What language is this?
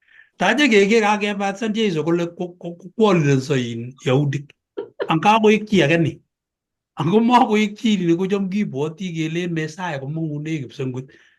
Kalenjin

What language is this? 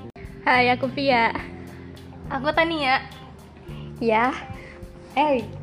Indonesian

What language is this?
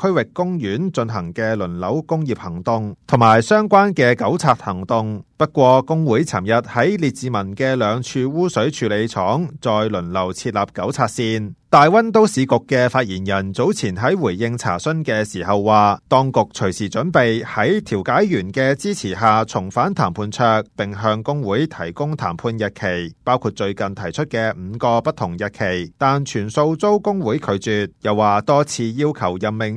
Cantonese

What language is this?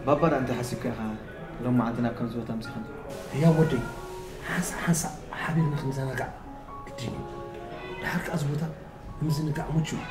Tigrinya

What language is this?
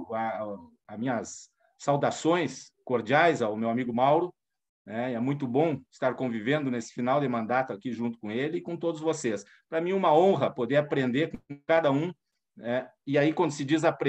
Portuguese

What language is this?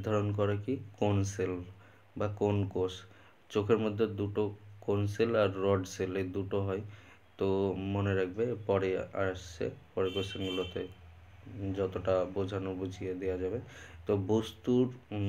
Bangla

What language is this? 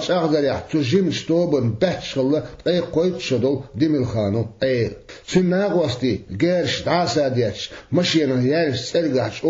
Chechen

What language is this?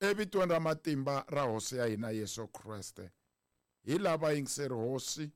Tsonga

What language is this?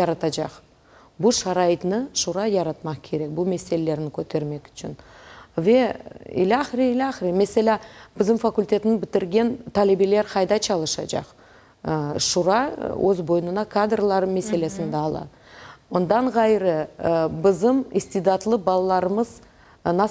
Crimean Tatar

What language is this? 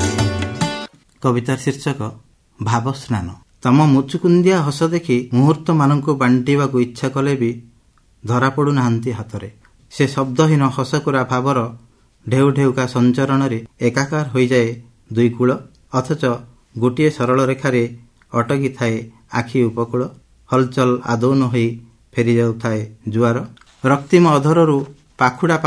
Odia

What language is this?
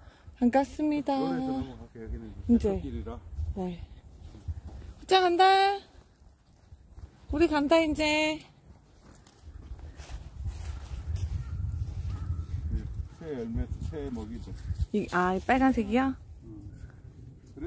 Korean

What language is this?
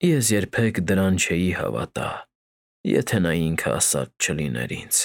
Armenian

